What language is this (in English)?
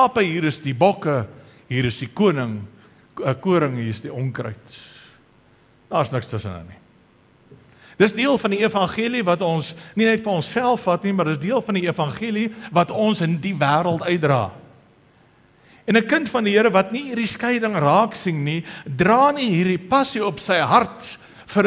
Afrikaans